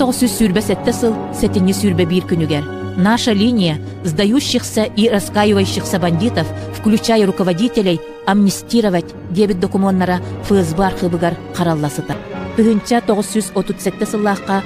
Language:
Yakut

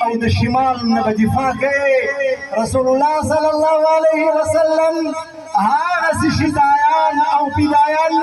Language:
Pashto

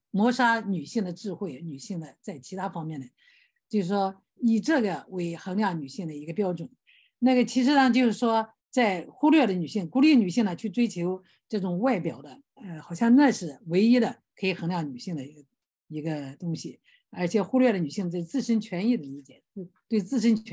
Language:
Chinese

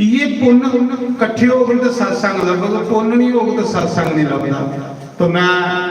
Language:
Dogri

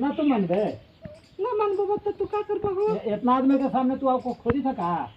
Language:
Magahi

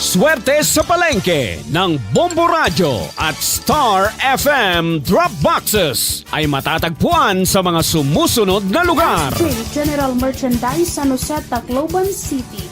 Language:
Waray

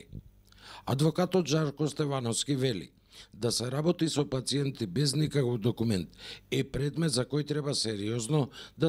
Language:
Macedonian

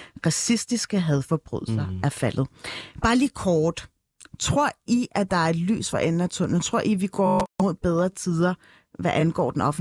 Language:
Danish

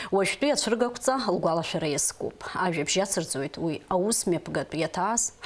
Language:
Abkhazian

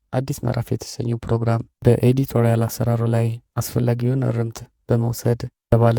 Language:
Amharic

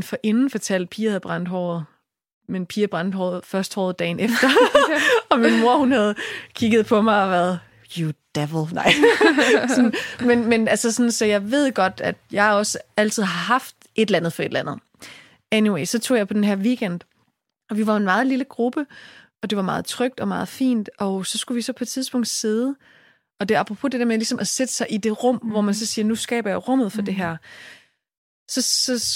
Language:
Danish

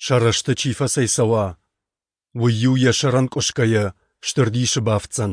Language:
Ossetic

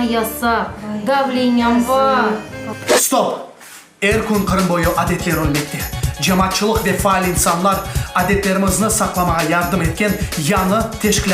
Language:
Crimean Tatar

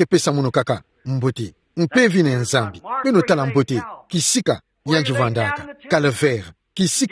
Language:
Kituba (Democratic Republic of Congo)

